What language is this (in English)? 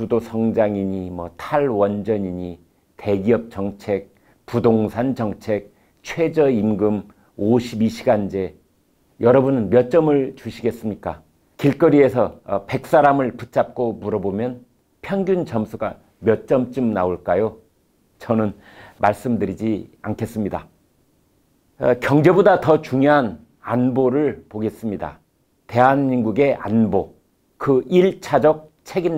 Korean